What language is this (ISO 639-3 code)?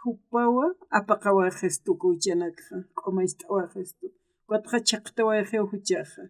aym